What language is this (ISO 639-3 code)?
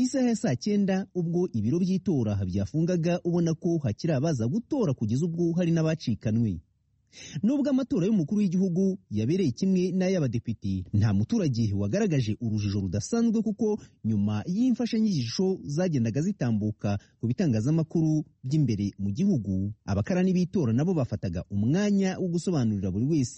kin